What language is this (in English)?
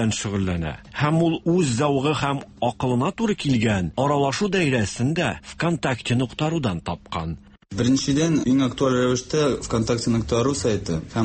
Tatar